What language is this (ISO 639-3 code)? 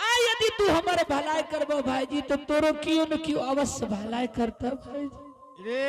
anp